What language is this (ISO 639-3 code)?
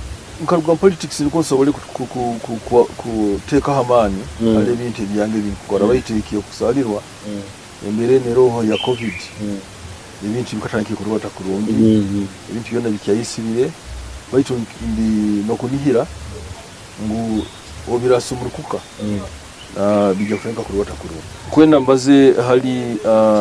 nyo